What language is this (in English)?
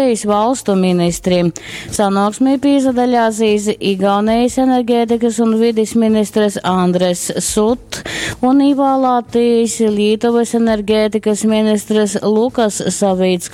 Latgalian